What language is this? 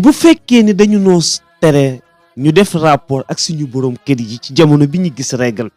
Wolof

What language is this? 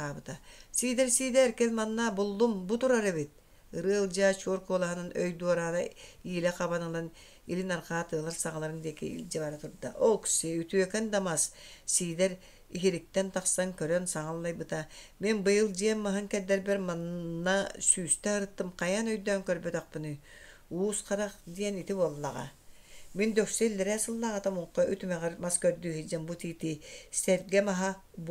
Yakut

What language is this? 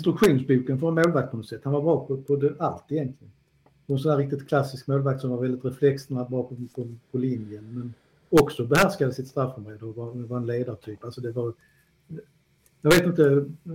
Swedish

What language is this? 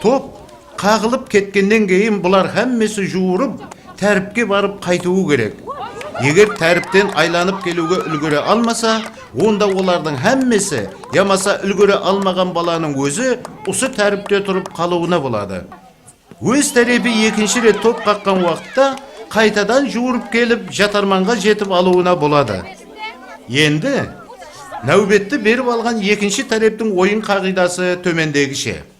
Kara-Kalpak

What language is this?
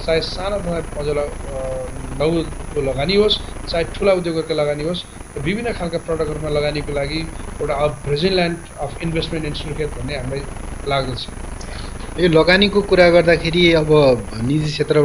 Nepali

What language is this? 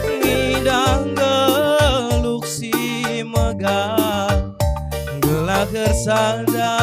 Batak Karo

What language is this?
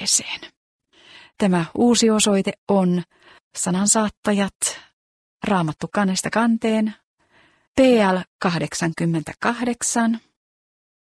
Finnish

